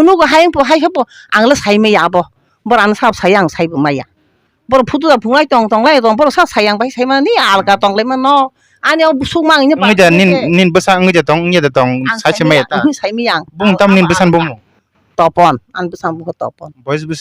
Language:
Kok Borok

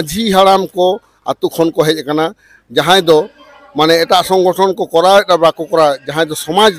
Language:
Santali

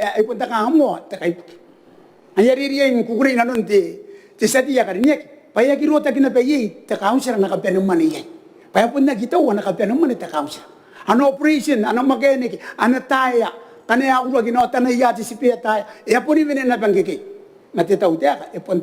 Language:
Gilbertese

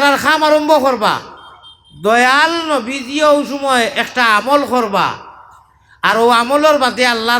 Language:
Sylheti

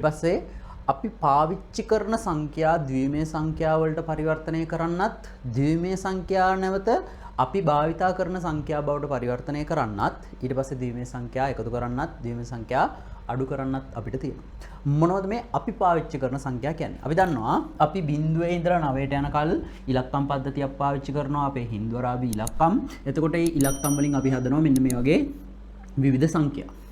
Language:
Sinhala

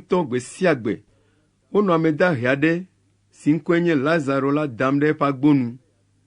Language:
Ewe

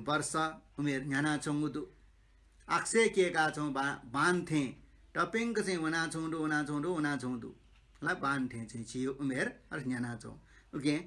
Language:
Newari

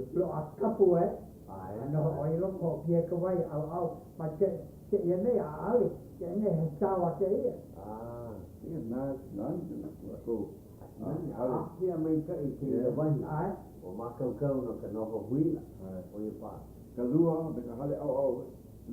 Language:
Hawaiian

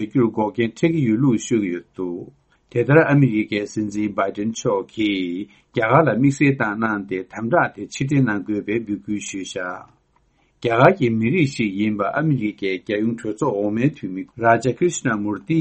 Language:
Tibetan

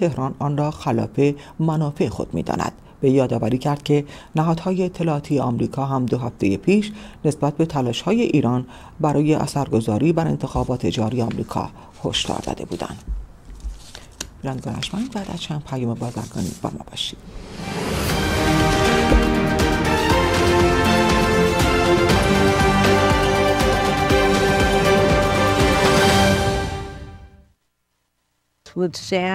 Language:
Persian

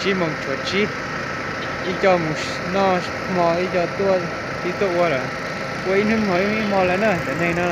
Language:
Hmong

